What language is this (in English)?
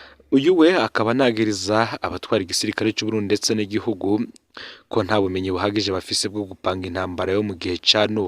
Rundi